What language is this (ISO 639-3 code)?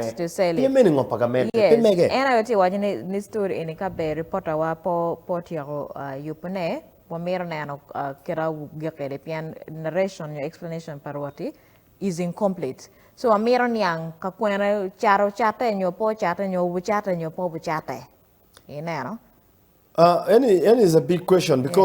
ach